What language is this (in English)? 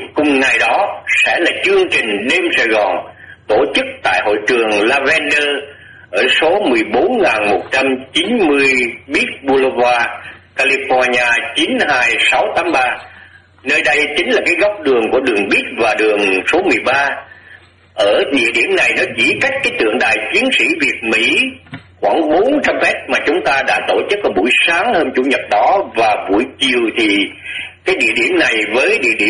Vietnamese